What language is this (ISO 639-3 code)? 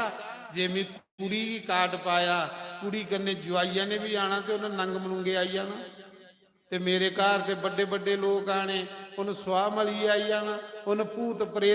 doi